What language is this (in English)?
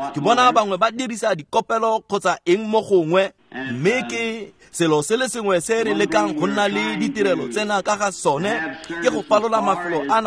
Tswana